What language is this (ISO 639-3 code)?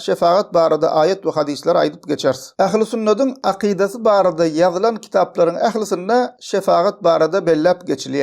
tuk